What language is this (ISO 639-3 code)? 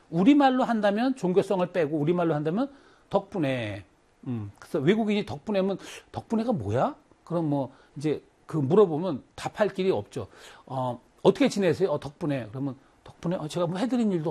kor